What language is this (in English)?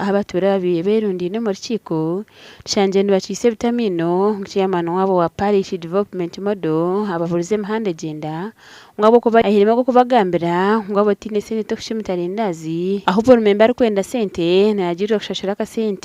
Nyankole